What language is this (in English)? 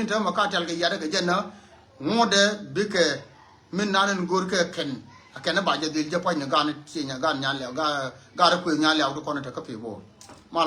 Nuer